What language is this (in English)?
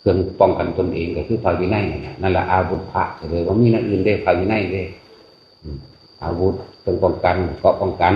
Northeastern Thai